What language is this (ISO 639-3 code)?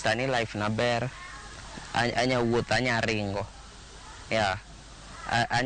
luo